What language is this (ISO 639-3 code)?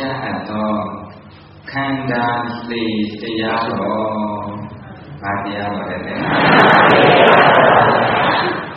mya